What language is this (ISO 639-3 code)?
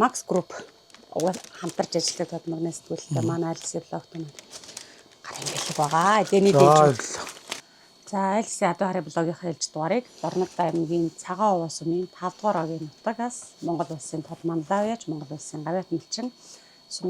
mon